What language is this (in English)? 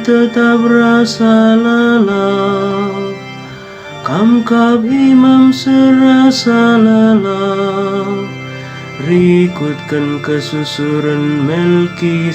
Batak Karo